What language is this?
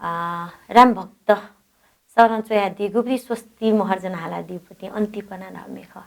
Newari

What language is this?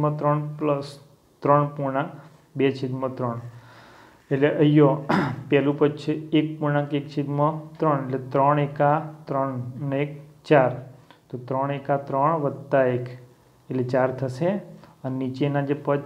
Gujarati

